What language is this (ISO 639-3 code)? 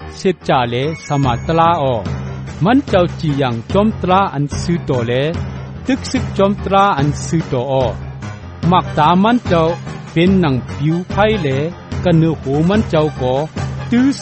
shn